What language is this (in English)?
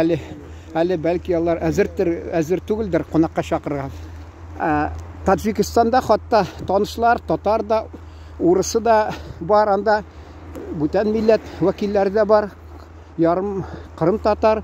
Tatar